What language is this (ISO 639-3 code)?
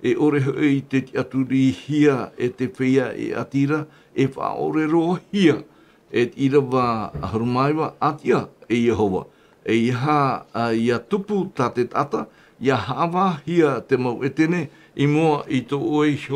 tah